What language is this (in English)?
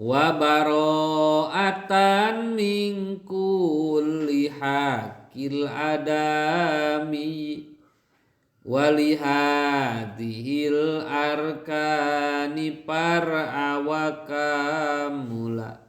Sundanese